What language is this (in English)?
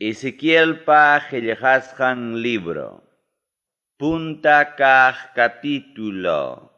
Ayacucho Quechua